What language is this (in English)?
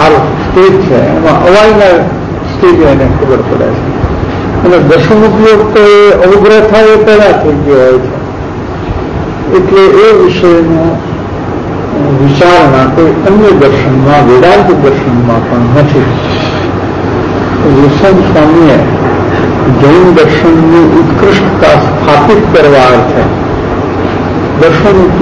Gujarati